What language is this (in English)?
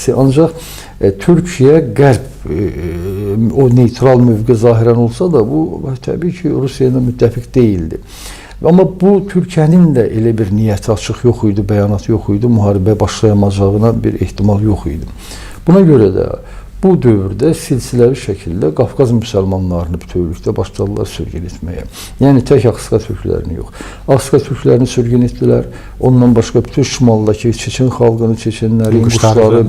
Azerbaijani